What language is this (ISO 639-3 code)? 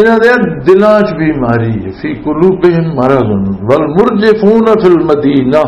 lah